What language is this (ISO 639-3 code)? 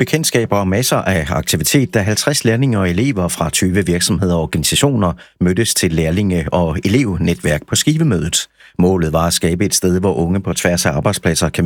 dan